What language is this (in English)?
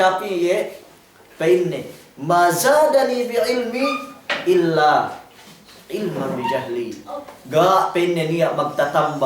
Yakan